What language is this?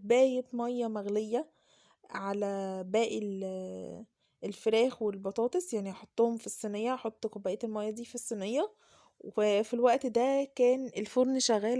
Egyptian Arabic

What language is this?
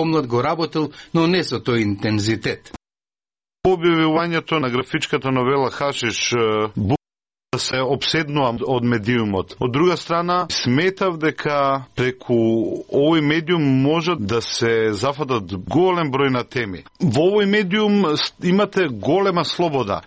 Macedonian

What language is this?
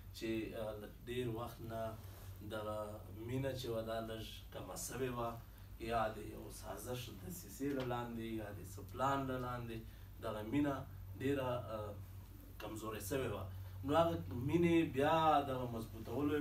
Pashto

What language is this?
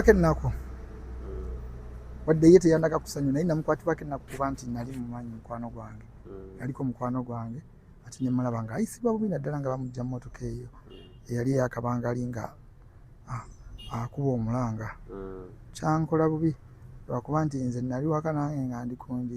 Ganda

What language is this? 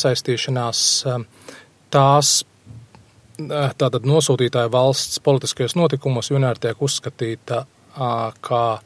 Latvian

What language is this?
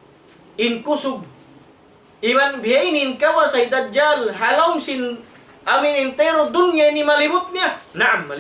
Tausug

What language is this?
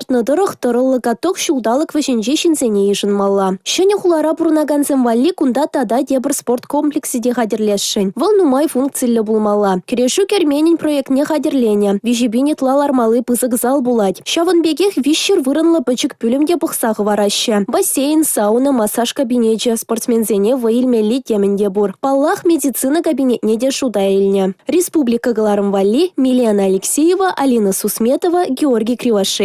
Chuvash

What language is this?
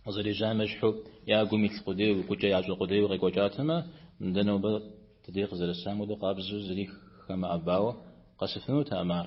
Kabardian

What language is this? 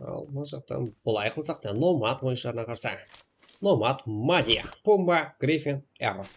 Kara-Kalpak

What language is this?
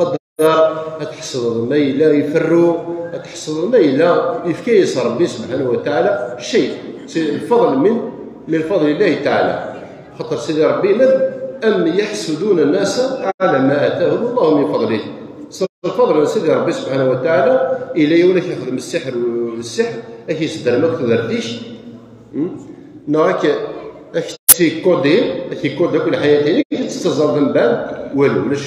Kabyle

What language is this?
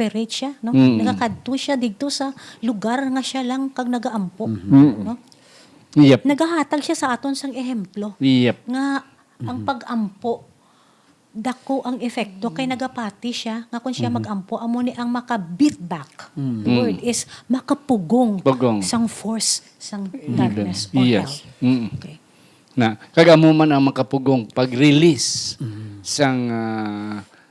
Hiligaynon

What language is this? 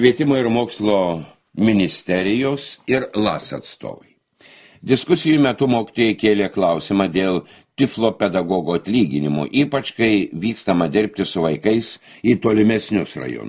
Lithuanian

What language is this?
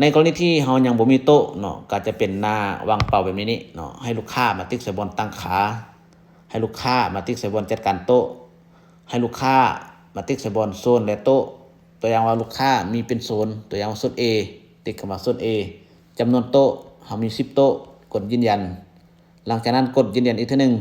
Lao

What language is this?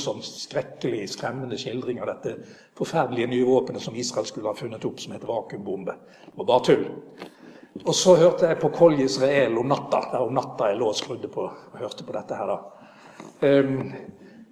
Norwegian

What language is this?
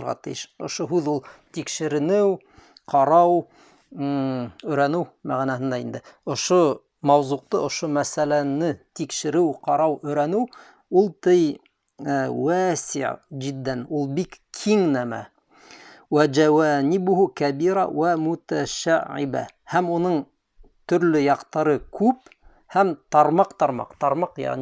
Bashkir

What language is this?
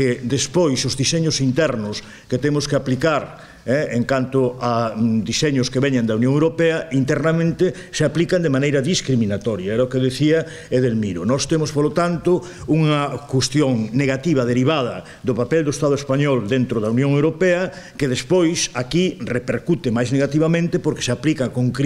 Galician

